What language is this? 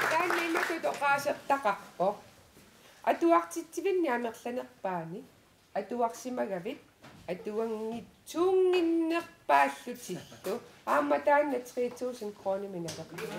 Kalaallisut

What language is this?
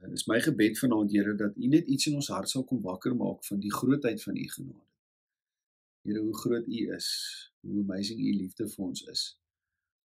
Afrikaans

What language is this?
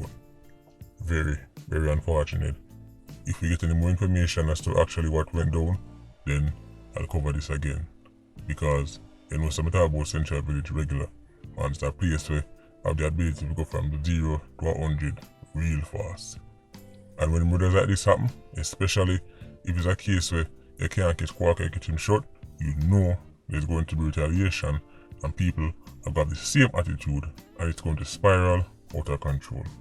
Jamaican Creole English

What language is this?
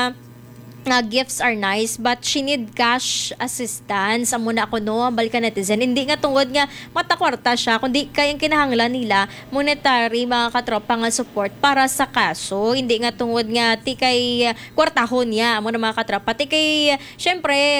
Hiligaynon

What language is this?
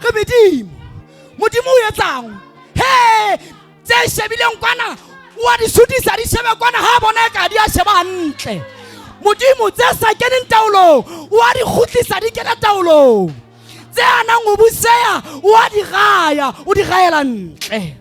Southern Sotho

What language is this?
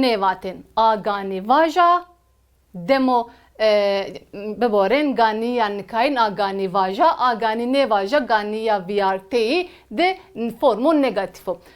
Zaza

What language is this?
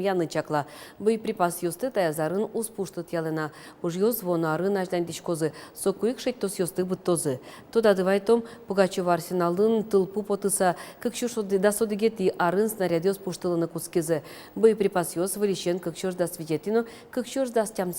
Udmurt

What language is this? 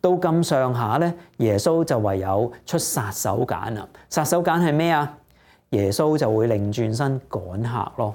Cantonese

